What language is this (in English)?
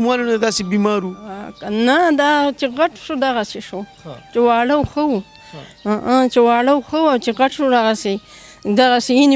Pashto